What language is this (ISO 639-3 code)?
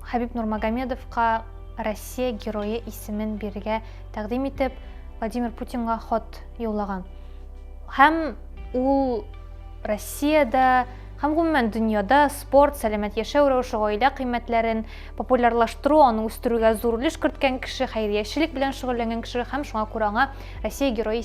tat